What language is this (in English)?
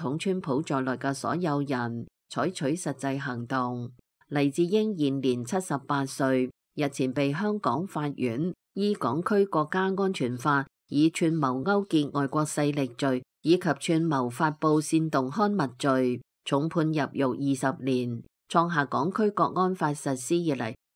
Cantonese